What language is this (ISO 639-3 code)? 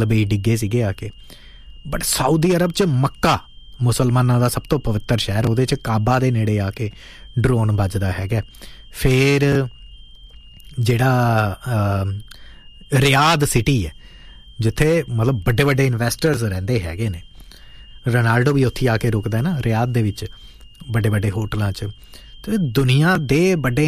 pan